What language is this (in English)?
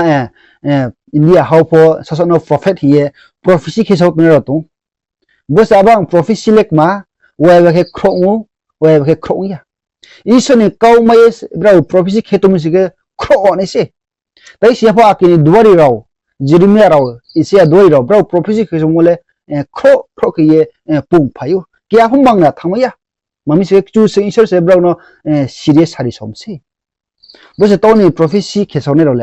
Riang (India)